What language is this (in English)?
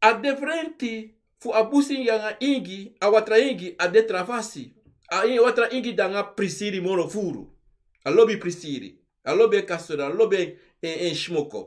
Sranan Tongo